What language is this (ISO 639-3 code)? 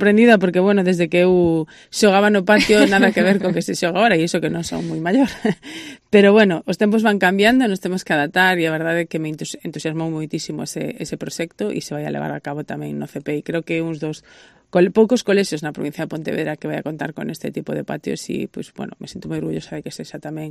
glg